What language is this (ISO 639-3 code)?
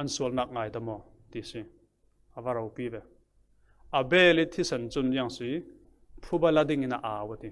cfm